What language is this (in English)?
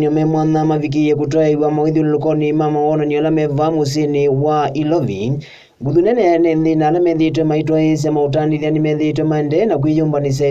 Kamba